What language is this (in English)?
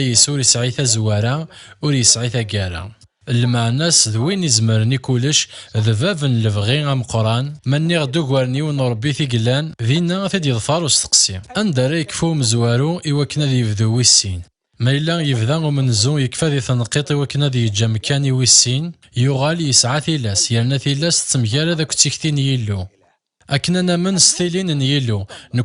Kabyle